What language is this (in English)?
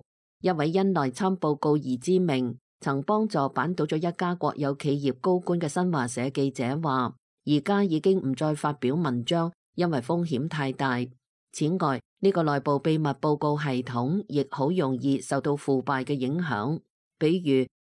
Cantonese